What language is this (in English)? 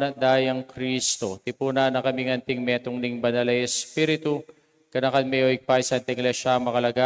Pampanga